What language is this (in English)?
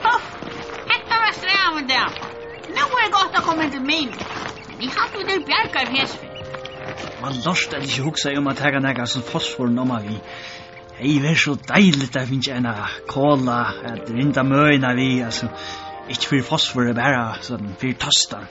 Faroese